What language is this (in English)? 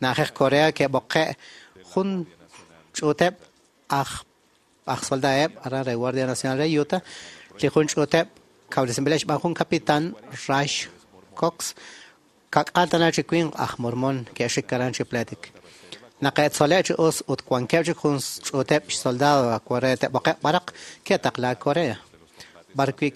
Kekchí